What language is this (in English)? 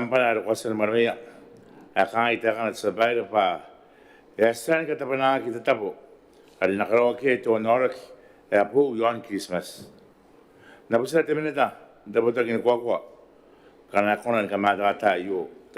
Gilbertese